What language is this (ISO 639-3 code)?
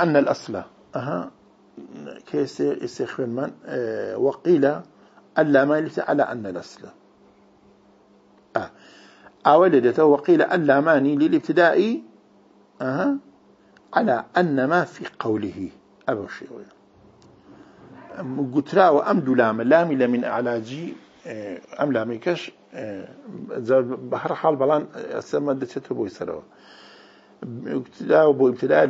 ara